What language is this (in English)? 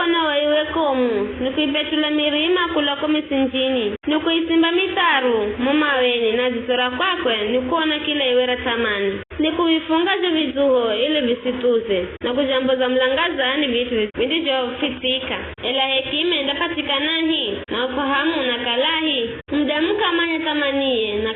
Giryama